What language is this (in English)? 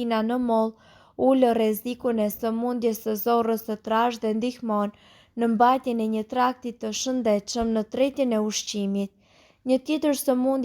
Albanian